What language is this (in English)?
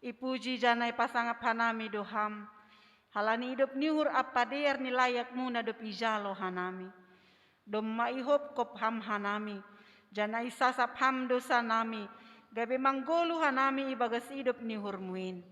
Batak Simalungun